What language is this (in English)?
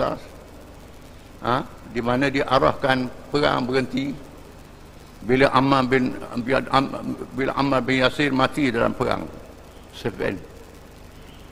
Malay